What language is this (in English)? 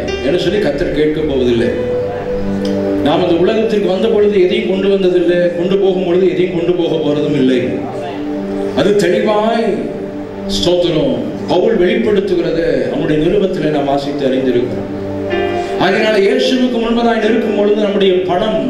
Tamil